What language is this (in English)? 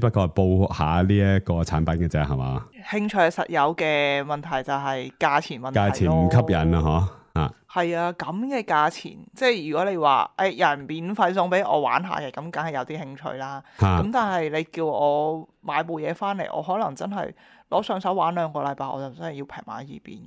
Cantonese